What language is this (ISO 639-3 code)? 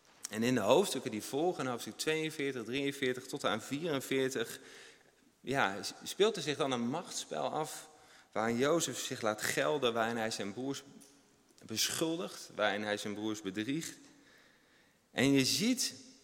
nld